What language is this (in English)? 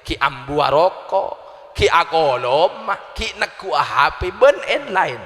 Madurese